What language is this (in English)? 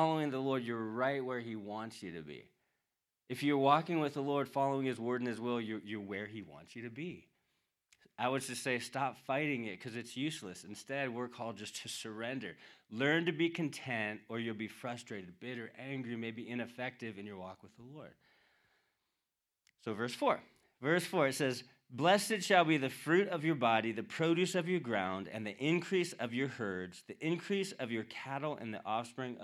English